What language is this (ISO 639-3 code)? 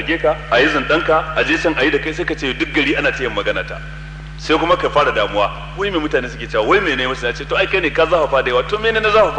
hau